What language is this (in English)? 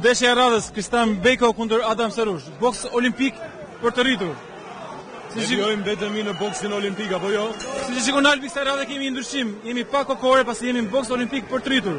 Albanian